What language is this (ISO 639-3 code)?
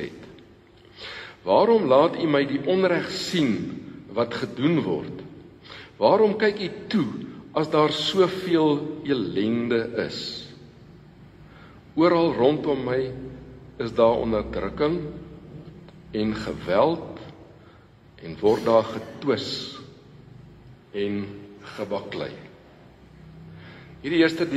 afr